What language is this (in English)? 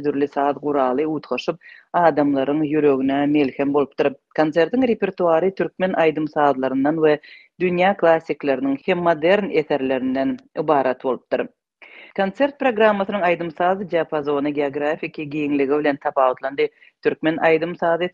Turkmen